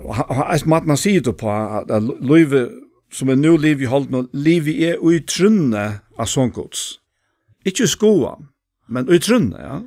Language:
Faroese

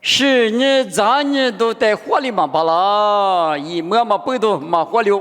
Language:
Lisu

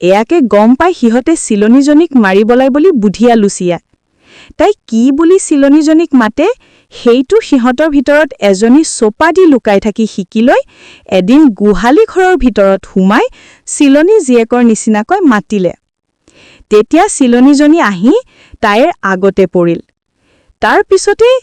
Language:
Assamese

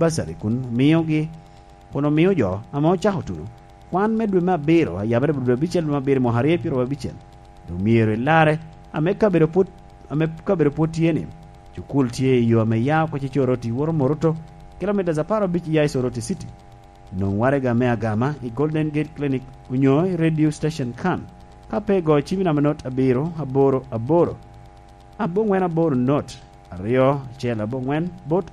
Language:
Lango (Uganda)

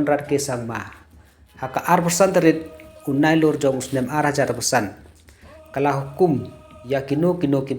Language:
Khasi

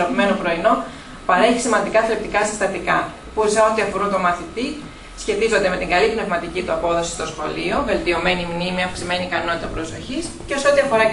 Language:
Greek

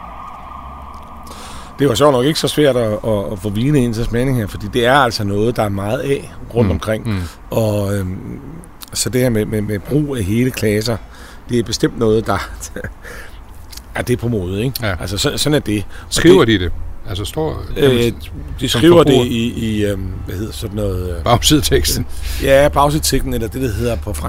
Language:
Danish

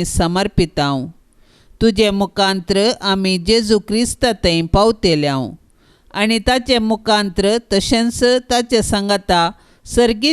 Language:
Konkani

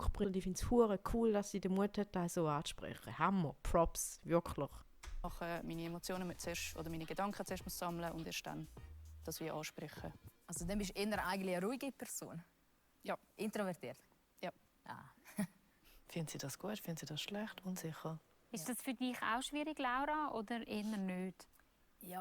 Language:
Swiss German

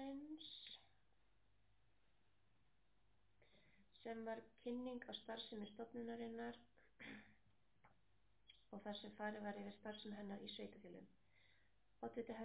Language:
Icelandic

